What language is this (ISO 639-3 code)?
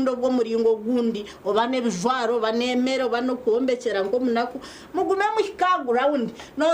nyn